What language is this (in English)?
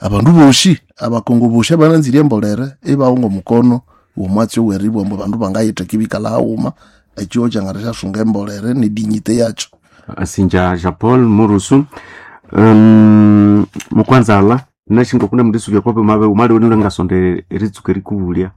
Nande